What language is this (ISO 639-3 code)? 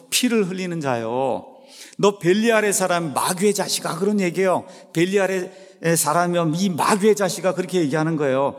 kor